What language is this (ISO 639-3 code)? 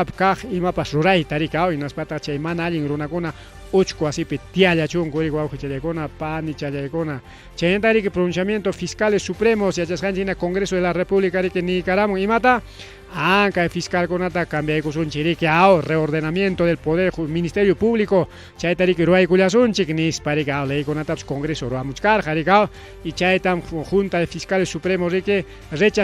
quy